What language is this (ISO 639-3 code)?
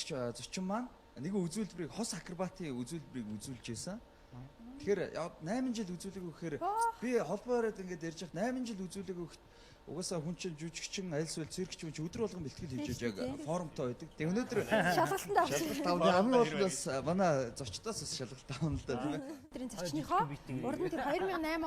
mon